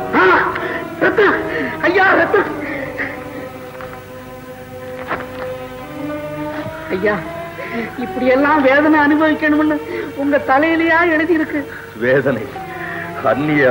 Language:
Tamil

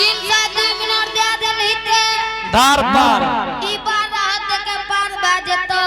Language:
Angika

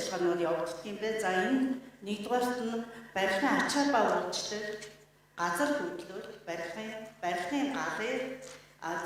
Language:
Mongolian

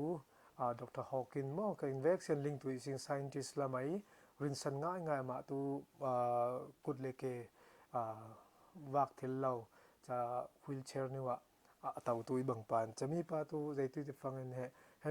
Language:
Falam Chin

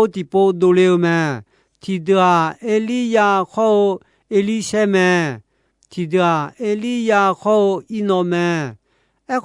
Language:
Akha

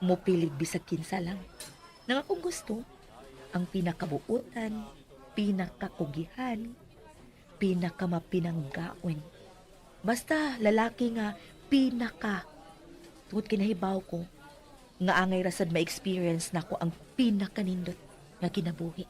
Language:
Cebuano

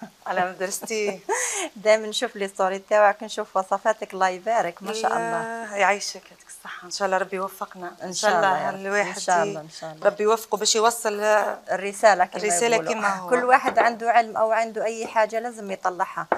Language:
Algerian Arabic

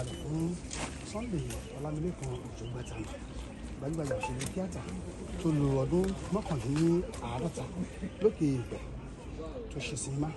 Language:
Yoruba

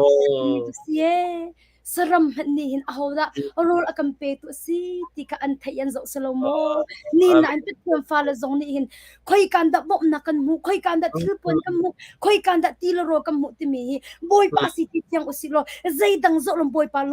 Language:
Hakha Chin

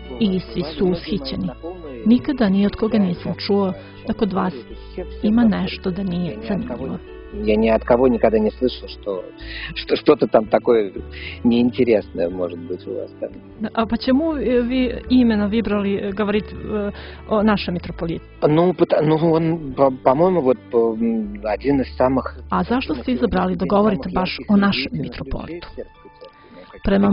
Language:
Serbian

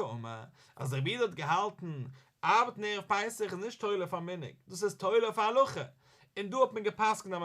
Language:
Yiddish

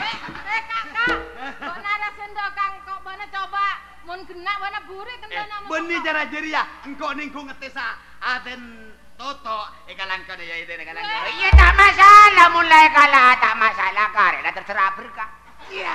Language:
Madurese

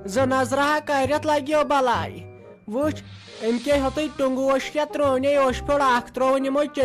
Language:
Kashmiri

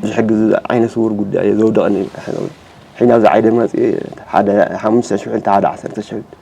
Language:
Tigrinya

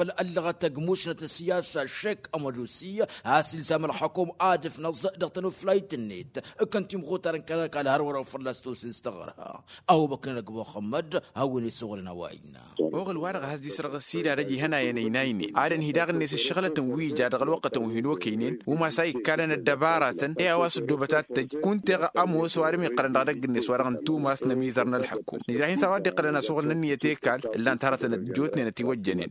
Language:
Tamasheq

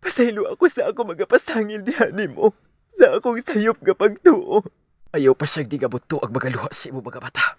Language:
Cebuano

